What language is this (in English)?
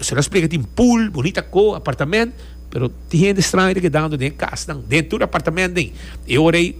Papiamento